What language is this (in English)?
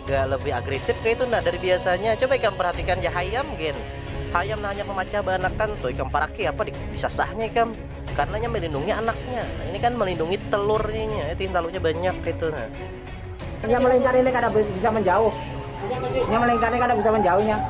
Banjar